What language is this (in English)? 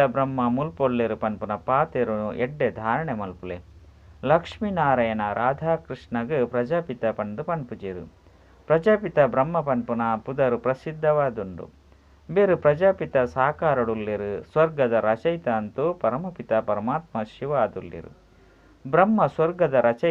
Tulu